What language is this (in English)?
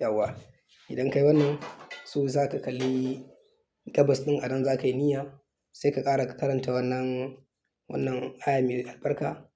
Hausa